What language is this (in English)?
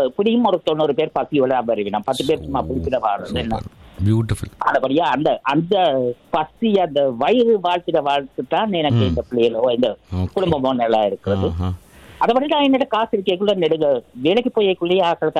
Tamil